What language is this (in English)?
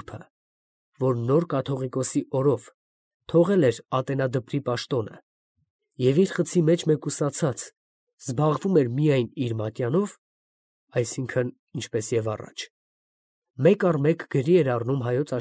Armenian